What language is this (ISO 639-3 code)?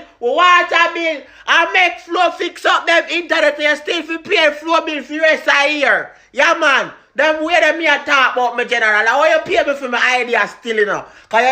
jam